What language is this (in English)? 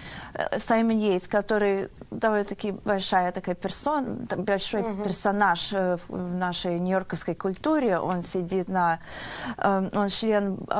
Russian